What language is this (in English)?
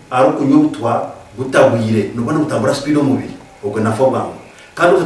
Nyankole